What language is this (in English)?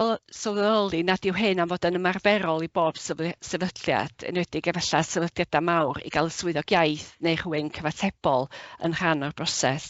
Welsh